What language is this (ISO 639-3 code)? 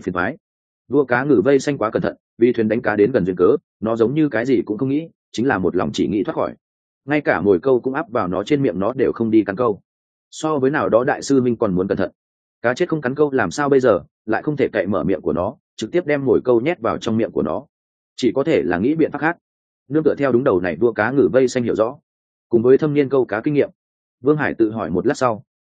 vie